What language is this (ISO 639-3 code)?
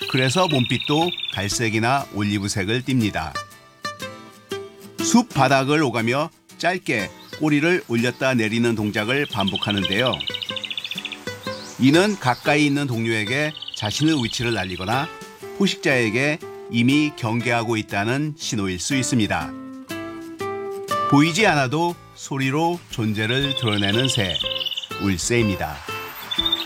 kor